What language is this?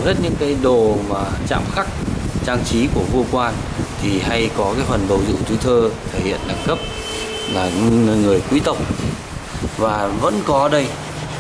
Vietnamese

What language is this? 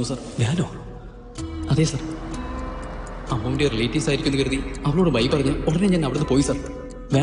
Malayalam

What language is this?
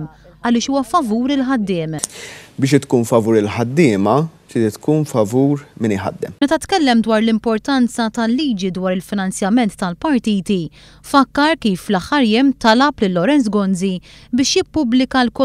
Maltese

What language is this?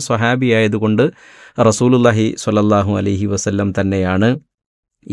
Malayalam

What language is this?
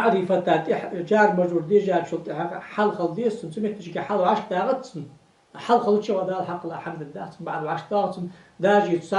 Ingush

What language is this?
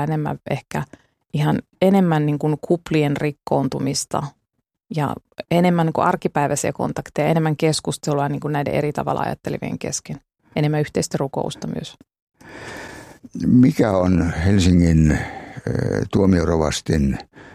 Finnish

